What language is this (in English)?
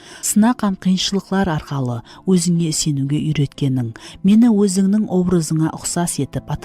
Kara-Kalpak